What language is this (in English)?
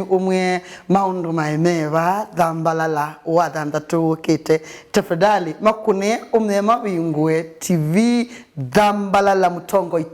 Kamba